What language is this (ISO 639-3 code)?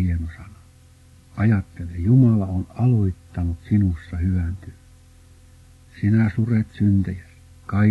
fin